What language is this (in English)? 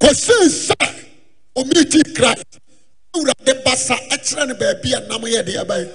Akan